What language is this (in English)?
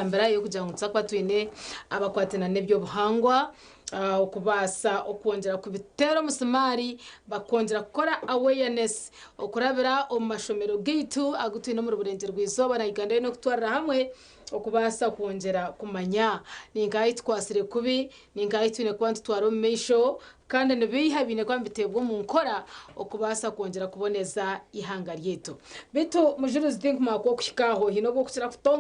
Nyankole